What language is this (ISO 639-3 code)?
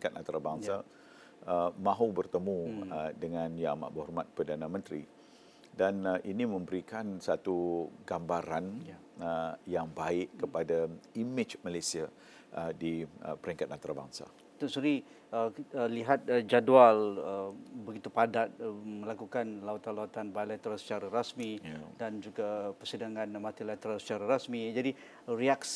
msa